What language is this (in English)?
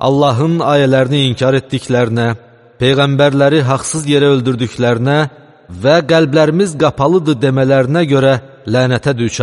Azerbaijani